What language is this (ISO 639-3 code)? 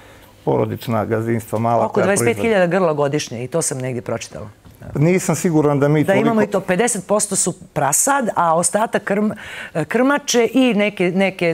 bos